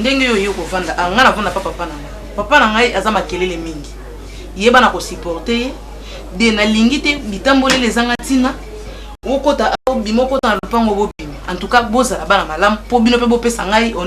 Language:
Lingala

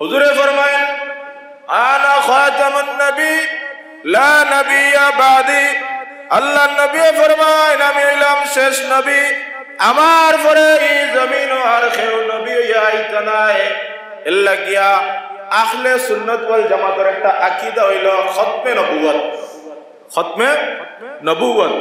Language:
Sylheti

